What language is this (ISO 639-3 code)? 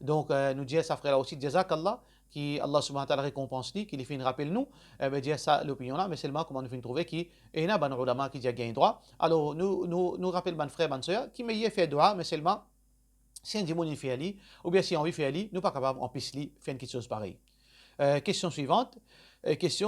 mfe